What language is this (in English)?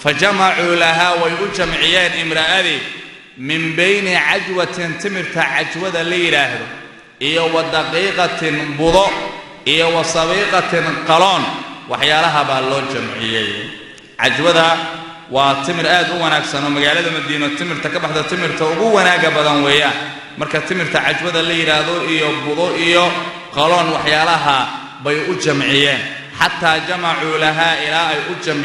Somali